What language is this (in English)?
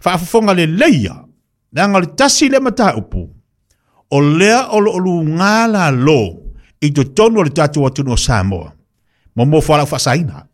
Samoan